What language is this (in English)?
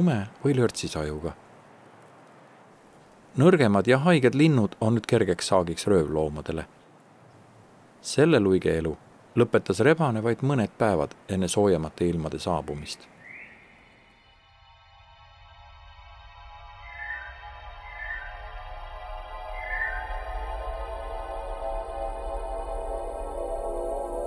Estonian